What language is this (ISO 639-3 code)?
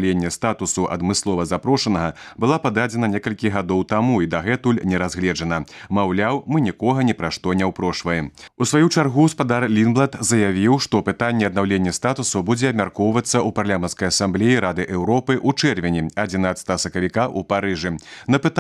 bel